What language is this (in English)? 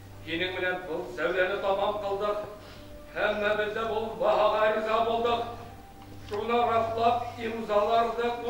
Bashkir